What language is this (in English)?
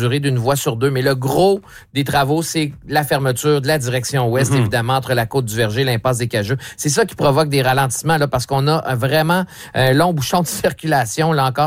French